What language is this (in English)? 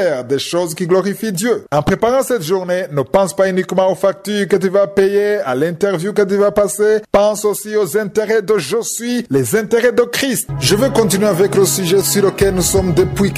French